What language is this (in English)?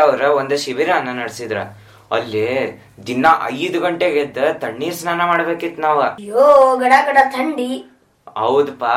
Kannada